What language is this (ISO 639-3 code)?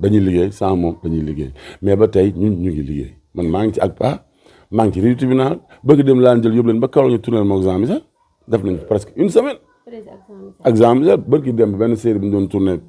wol